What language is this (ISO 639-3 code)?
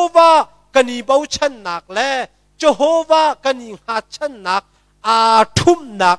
cnh